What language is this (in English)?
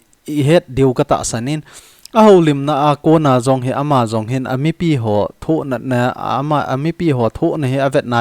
Thado Chin